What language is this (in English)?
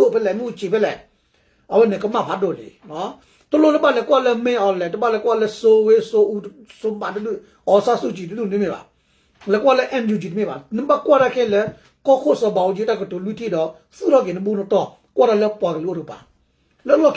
S'gaw Karen